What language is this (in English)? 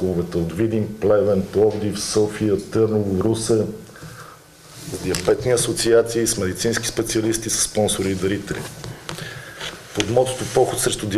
Bulgarian